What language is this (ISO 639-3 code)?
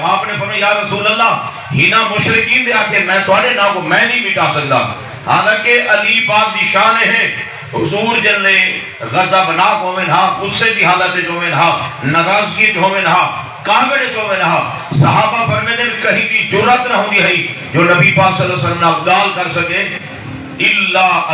skr